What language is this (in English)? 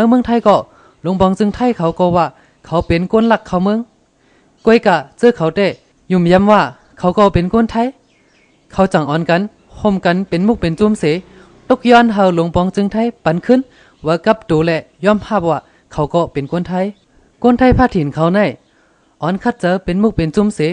Shan